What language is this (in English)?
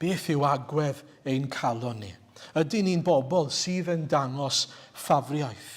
Welsh